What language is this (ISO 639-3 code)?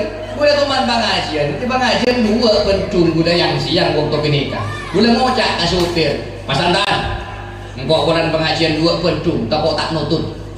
mad